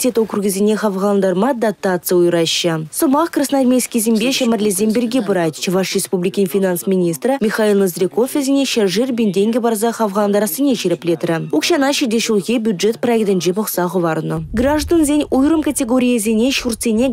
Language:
Chuvash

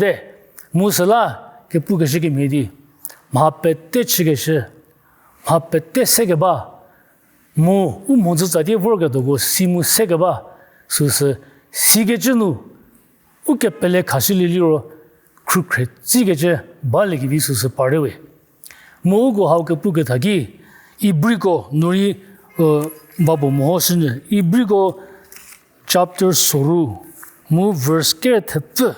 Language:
Angami Naga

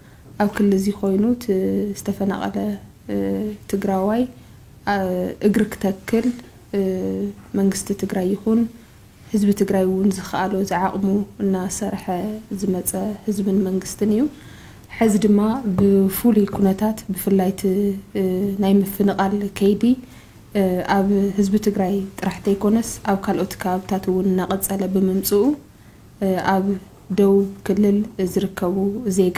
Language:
Tigrinya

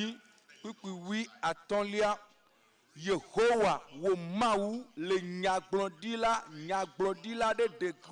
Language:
Ewe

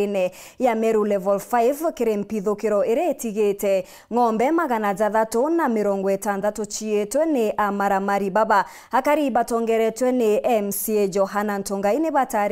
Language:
Meru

